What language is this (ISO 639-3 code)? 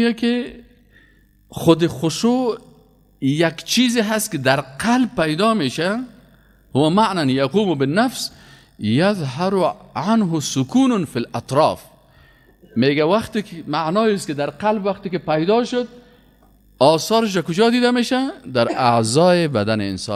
fas